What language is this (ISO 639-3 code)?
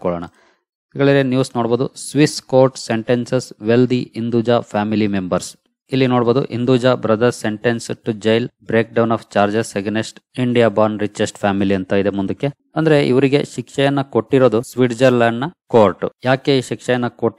kan